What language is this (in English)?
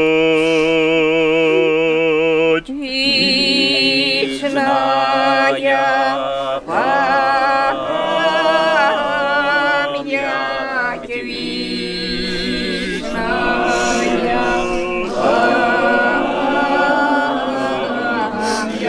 Ukrainian